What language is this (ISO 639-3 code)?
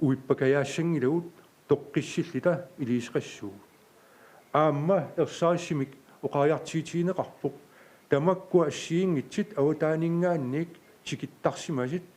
kal